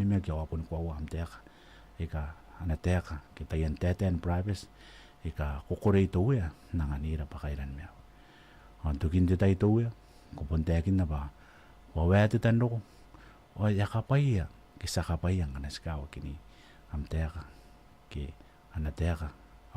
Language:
Gilbertese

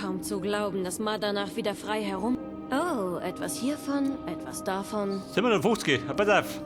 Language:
Bavarian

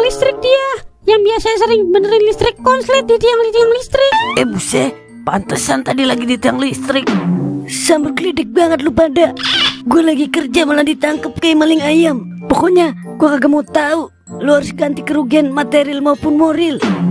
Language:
Betawi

